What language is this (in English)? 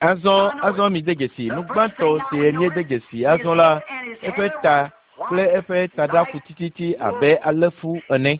Ewe